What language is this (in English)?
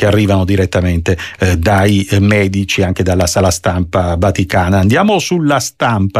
Italian